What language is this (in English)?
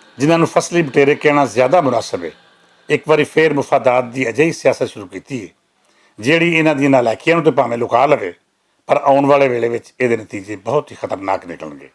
Western Panjabi